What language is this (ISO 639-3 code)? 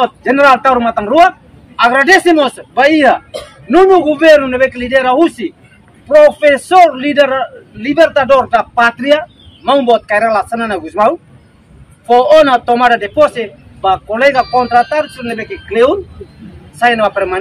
tet